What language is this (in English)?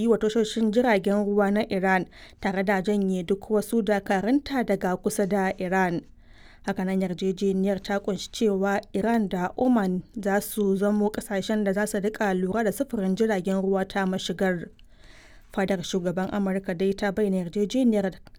Hausa